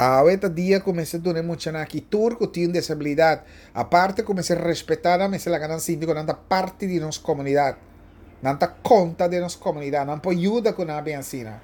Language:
Papiamento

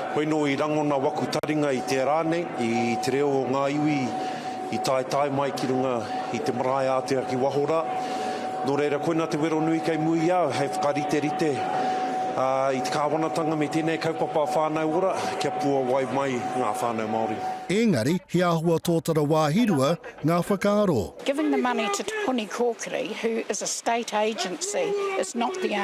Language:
Māori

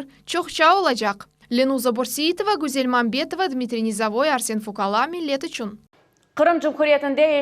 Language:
Crimean Tatar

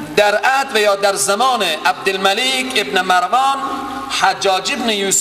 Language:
Persian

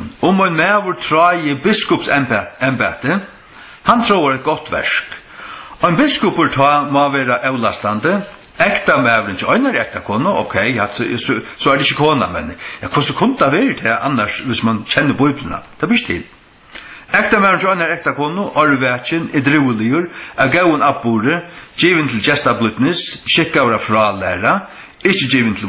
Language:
Faroese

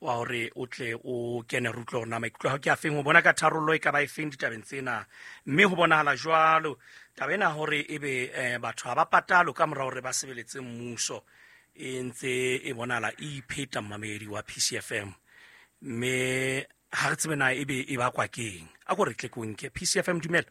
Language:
Southern Sotho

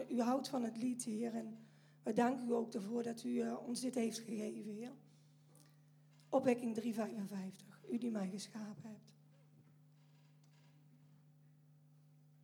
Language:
Dutch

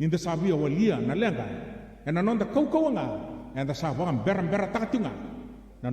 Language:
Fijian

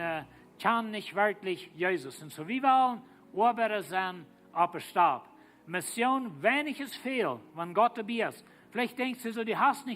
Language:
Plautdietsch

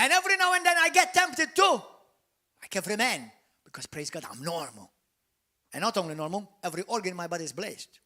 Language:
English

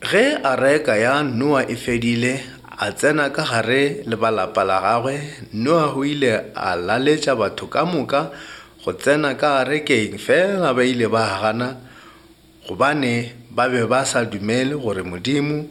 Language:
Northern Sotho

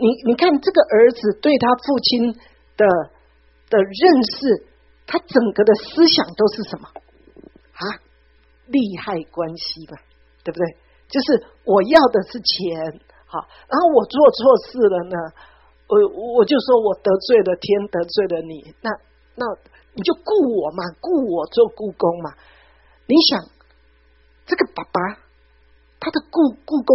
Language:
Chinese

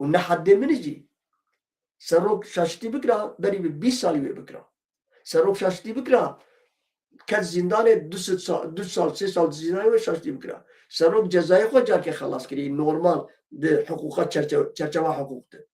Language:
Kurdish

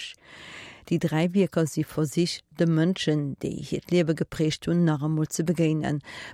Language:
Luxembourgish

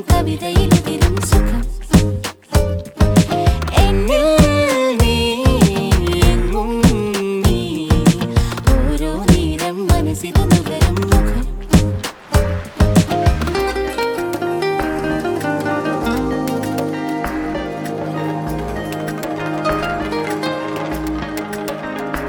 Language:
Malayalam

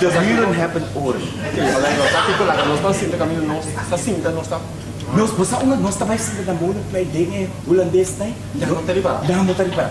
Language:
Papiamento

